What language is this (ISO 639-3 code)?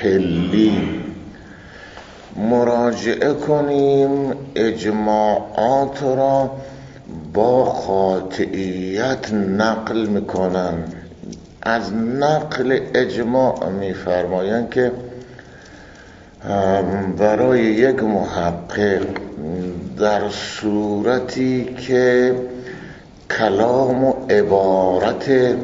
fas